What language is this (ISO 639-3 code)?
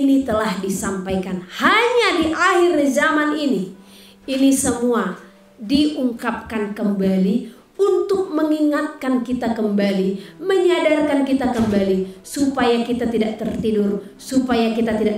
ind